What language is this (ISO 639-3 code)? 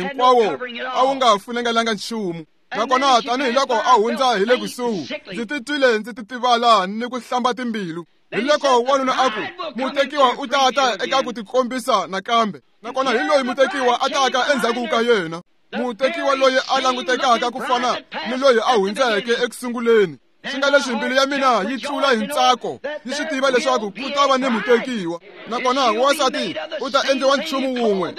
tso